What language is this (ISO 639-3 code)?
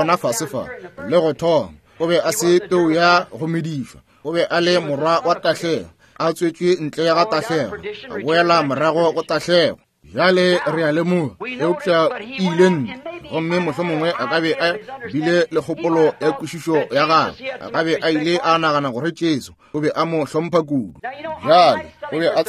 nso